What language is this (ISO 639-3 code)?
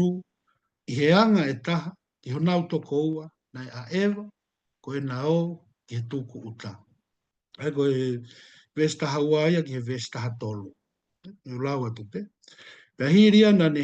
ton